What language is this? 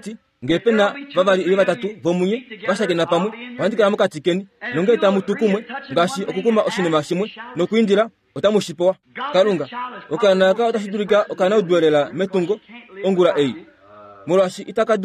Kuanyama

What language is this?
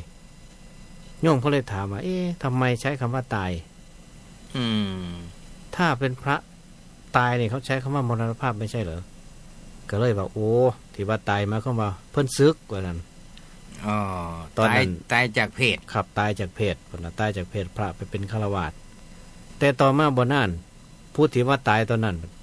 Northeastern Thai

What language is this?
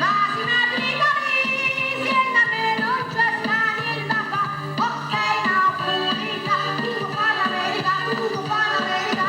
Neapolitan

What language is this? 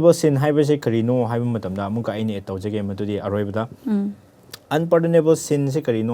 Manipuri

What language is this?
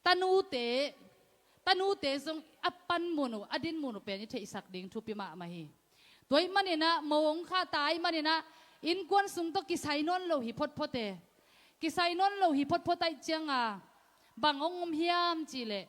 Tedim Chin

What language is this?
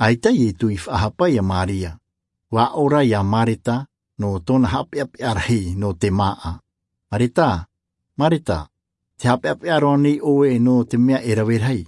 Tahitian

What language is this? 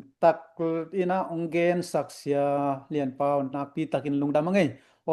Tedim Chin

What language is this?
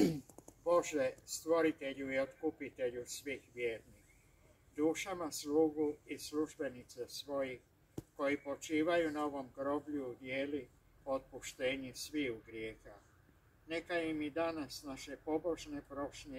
Croatian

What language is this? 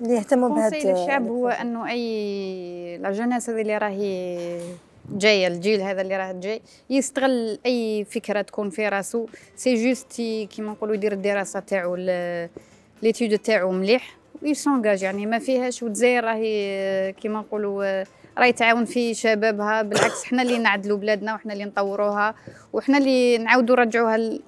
Algerian Arabic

